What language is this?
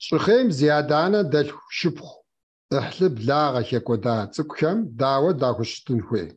Kabardian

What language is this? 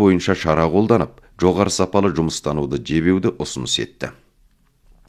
Kazakh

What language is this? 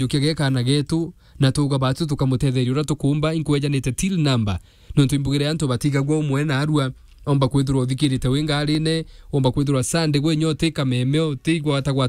Meru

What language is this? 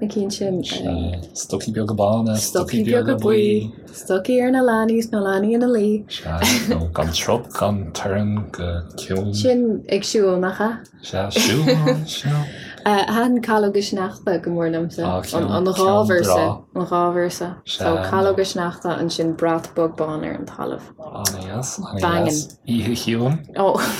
Irish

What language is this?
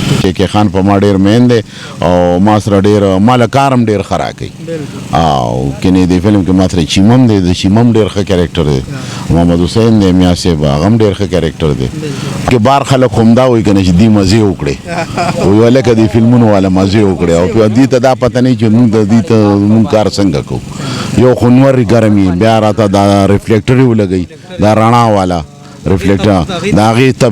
Pashto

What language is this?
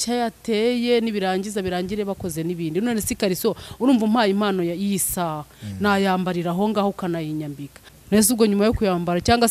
Kinyarwanda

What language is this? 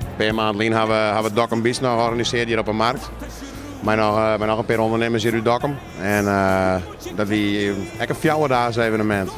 Western Frisian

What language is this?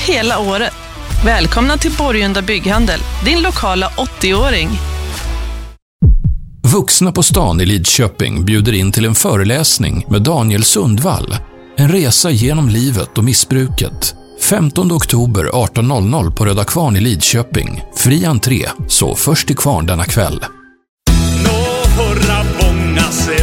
Swedish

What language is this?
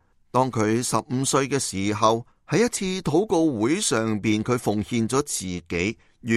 Cantonese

